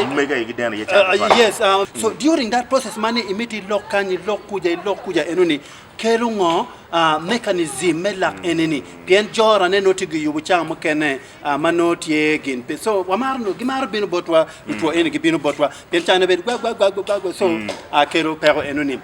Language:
Acoli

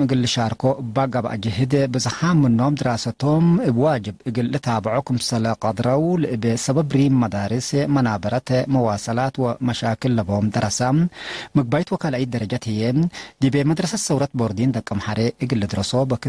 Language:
Tigre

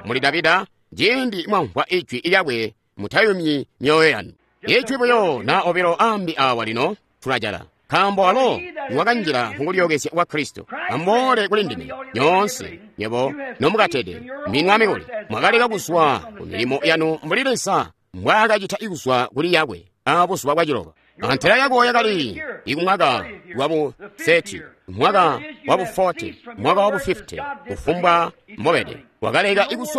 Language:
Tonga (Zambia)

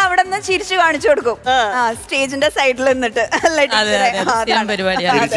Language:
Malayalam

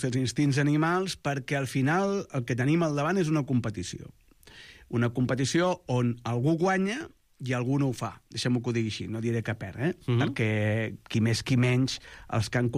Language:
Catalan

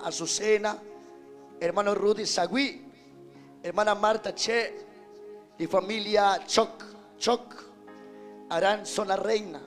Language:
Kekchí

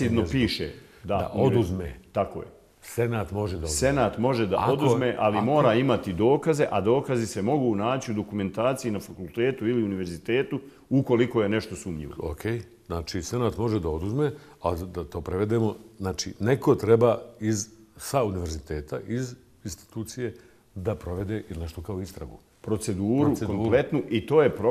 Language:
Bosnian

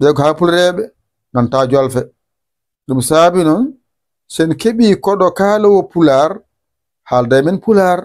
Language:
Fula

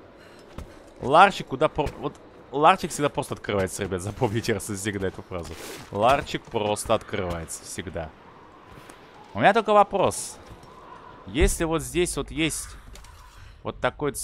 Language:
Russian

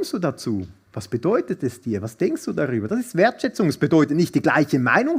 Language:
Swiss German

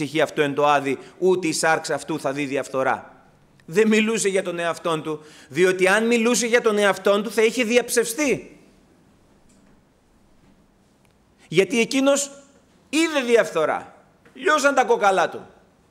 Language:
Greek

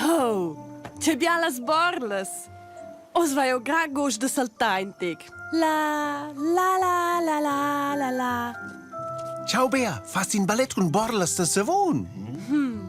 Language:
Romansh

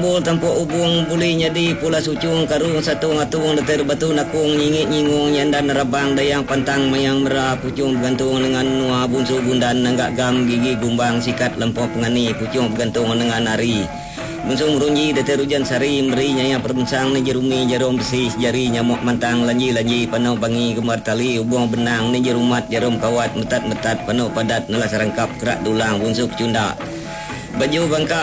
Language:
Iban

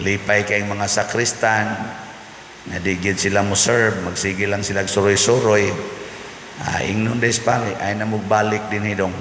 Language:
Cebuano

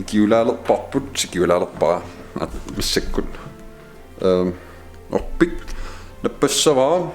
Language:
Kalaallisut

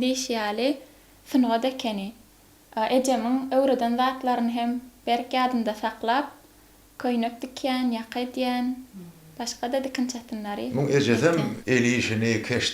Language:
Turkmen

